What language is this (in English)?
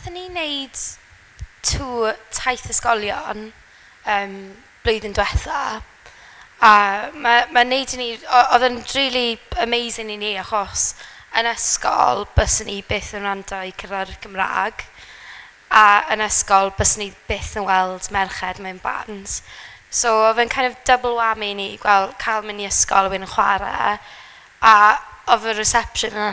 Welsh